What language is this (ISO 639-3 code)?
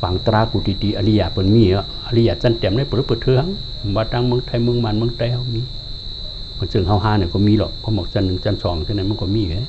shn